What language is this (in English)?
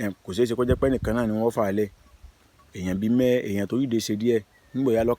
Yoruba